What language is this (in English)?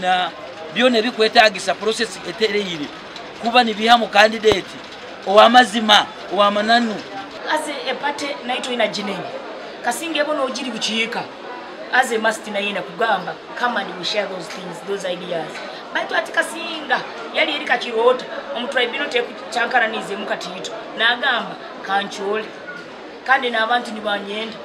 Nyankole